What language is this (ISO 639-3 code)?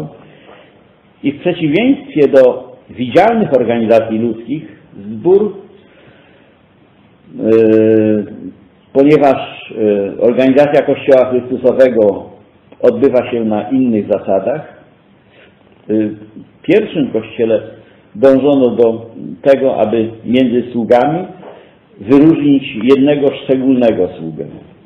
pol